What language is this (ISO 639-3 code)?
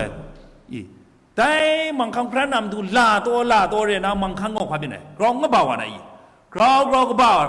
kac